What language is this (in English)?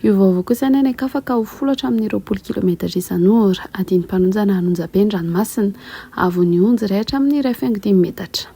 Malagasy